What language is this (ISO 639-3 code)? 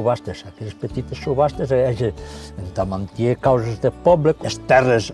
oci